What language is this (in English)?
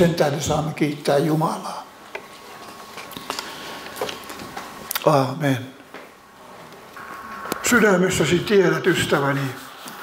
Finnish